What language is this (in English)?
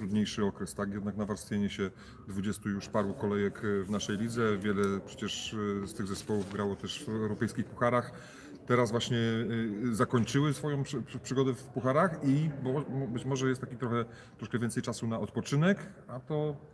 Polish